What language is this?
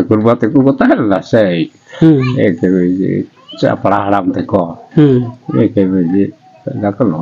Santali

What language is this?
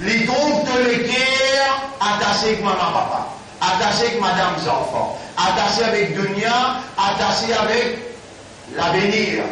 Morisyen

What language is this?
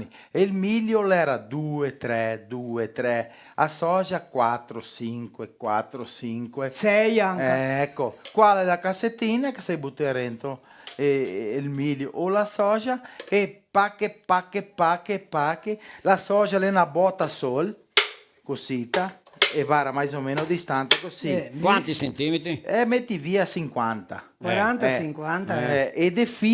Venetian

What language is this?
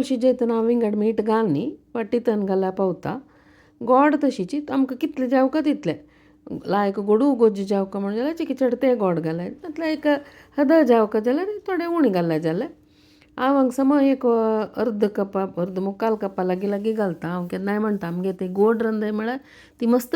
Konkani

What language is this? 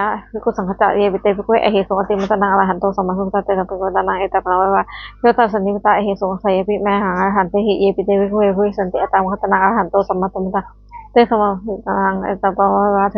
Pali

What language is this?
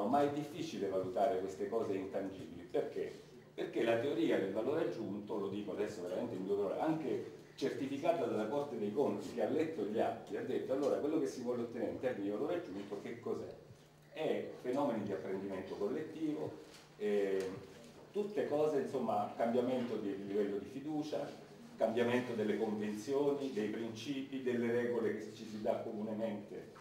Italian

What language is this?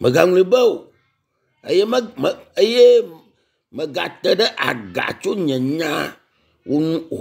Ewe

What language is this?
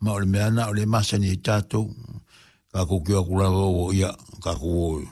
Samoan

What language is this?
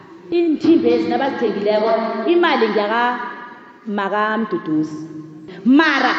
South Ndebele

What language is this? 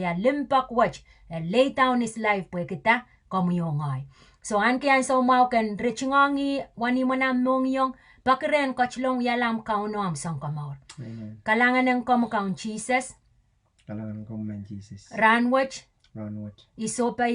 Pohnpeian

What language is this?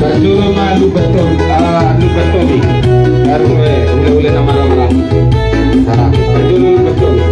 Batak Toba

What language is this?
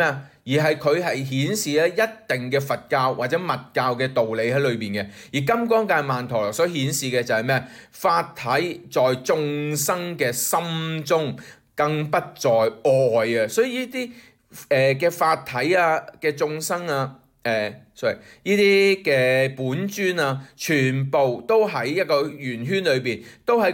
Cantonese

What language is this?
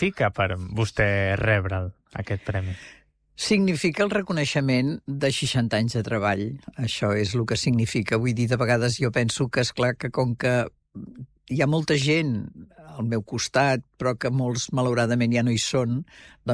Catalan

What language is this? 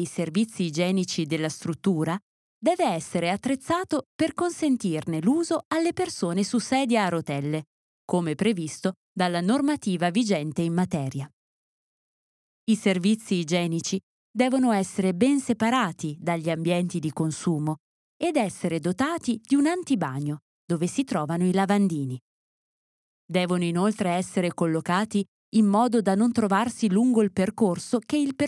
Italian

